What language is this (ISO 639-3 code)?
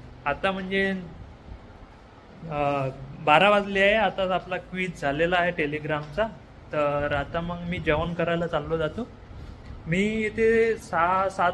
mar